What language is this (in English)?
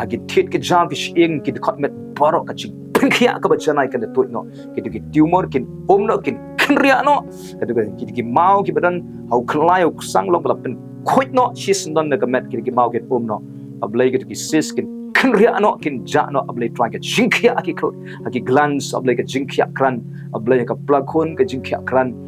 Khasi